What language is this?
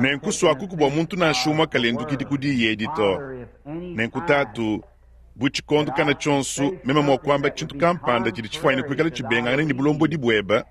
Luba-Lulua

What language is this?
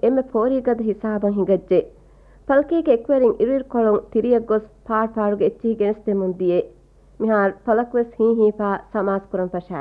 Divehi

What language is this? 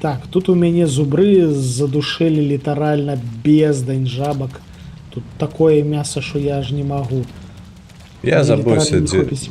Belarusian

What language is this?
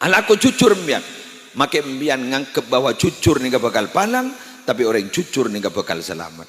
Madurese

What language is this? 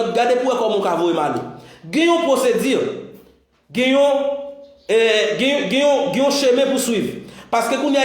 Haitian Creole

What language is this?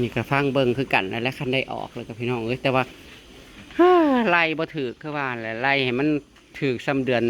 Northeastern Thai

